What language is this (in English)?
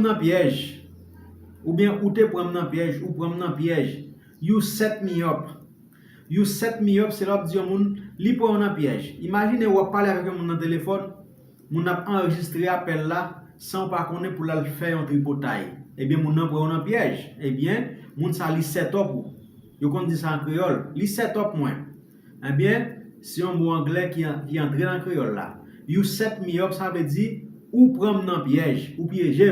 Haitian Creole